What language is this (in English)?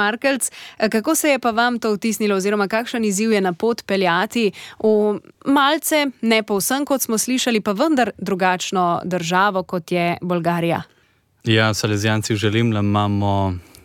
Slovenian